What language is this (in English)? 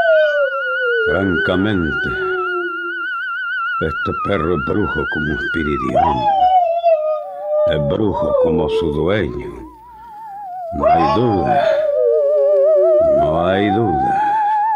Spanish